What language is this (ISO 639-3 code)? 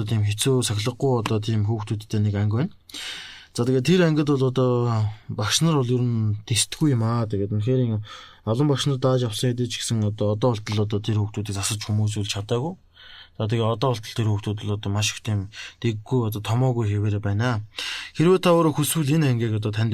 mon